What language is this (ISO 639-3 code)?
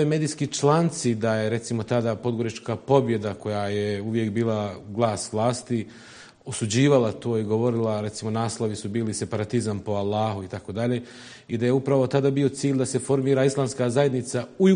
bos